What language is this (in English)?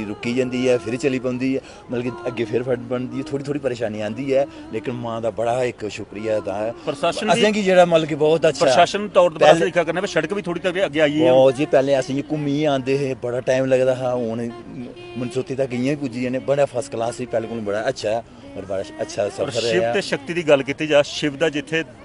Dogri